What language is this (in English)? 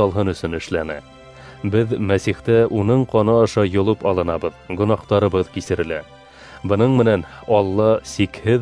Bashkir